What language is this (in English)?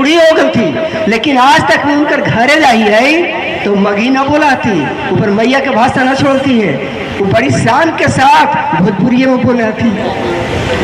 Magahi